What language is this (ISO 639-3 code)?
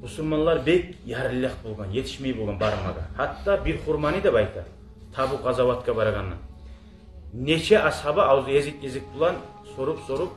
kum